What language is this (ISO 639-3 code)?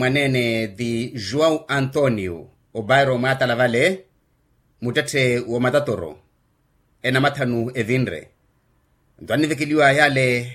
vmw